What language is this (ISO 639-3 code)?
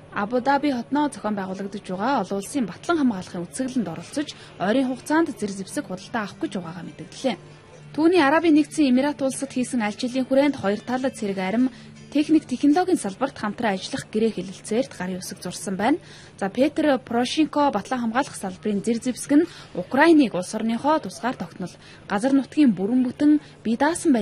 mon